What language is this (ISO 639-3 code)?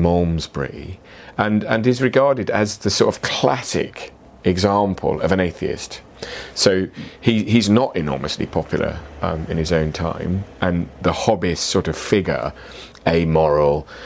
eng